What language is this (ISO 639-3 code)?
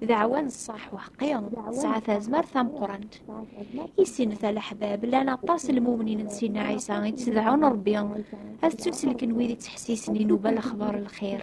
kab